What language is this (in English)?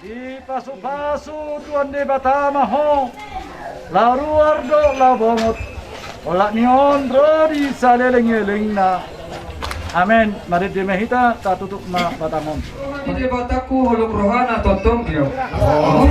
Batak Toba